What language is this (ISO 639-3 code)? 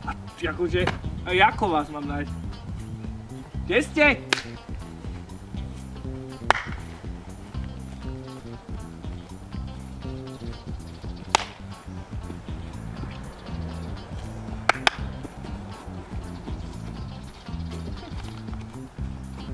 slk